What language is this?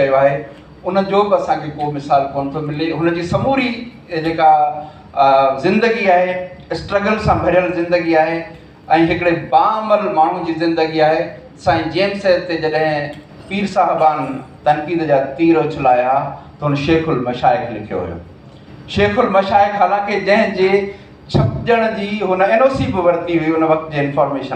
Sindhi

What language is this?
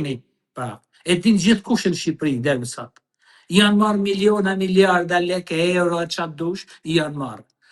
Albanian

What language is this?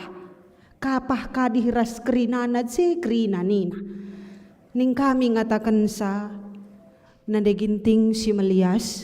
Batak Karo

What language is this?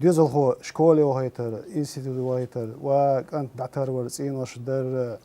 Chechen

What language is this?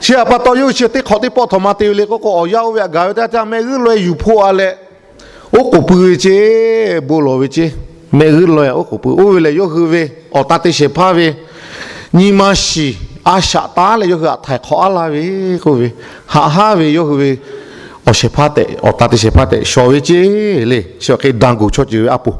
Lahu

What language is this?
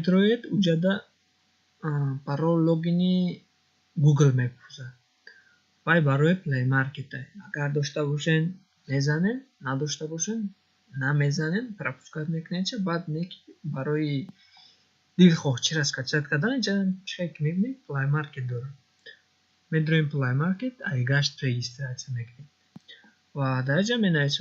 Tajik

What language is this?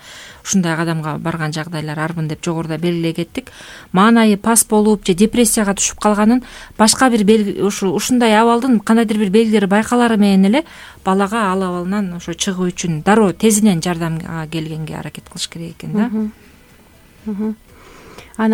Kyrgyz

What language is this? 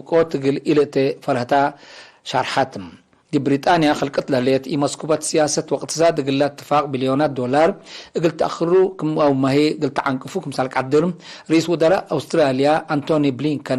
Tigre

